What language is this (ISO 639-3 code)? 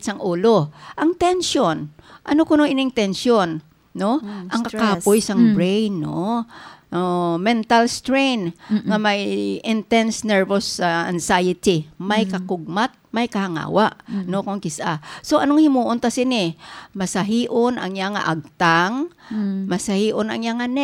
hil